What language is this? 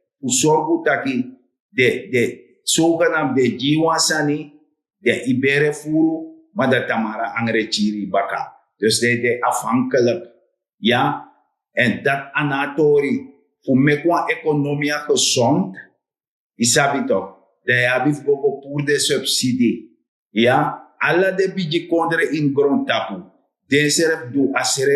Sranan Tongo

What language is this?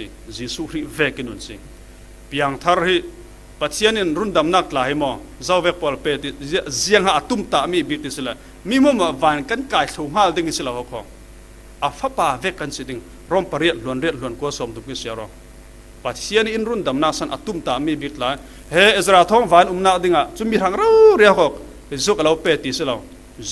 Falam Chin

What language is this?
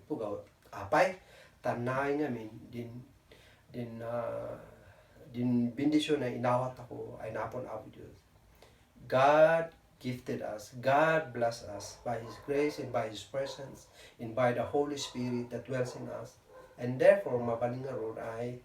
Kankanaey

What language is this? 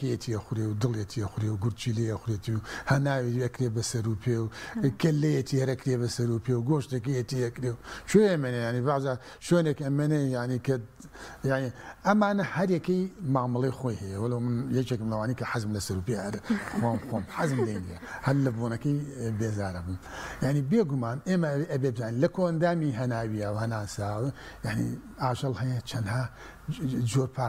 Central Kurdish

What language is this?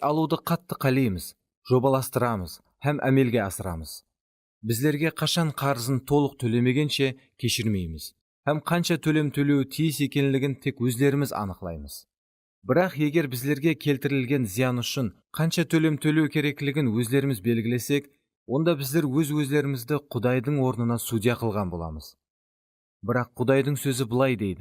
Kara-Kalpak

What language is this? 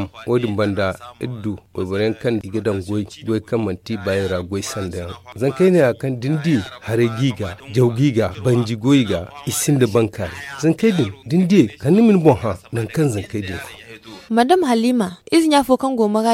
Zarma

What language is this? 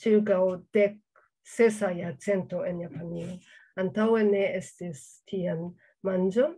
Esperanto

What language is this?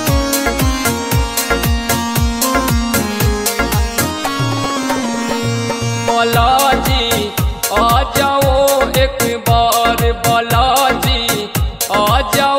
Haryanvi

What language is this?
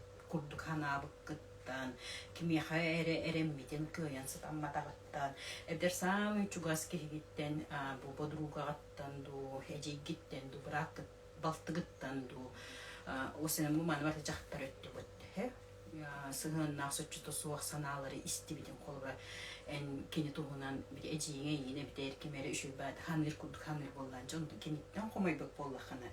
Yakut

